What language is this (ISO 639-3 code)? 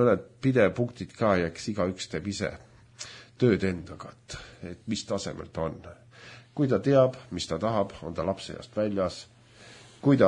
est